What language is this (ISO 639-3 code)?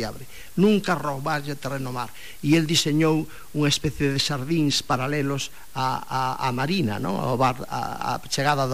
glg